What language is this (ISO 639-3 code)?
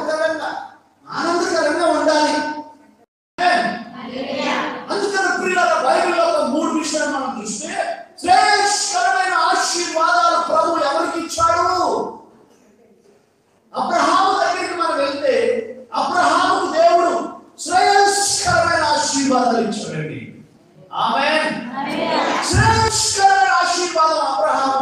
tel